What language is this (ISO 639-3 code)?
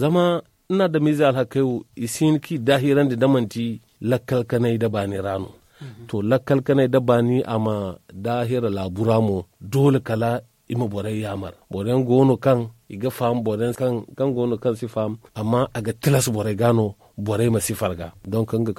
dje